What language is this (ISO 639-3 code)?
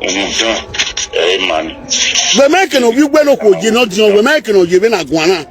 pcm